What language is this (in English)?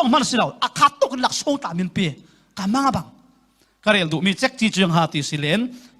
Falam Chin